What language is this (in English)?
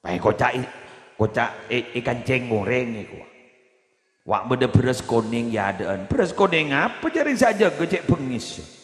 Madurese